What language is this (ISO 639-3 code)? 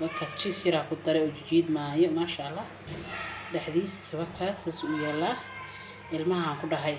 som